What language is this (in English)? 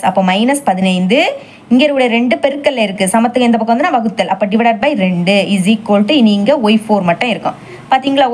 Tamil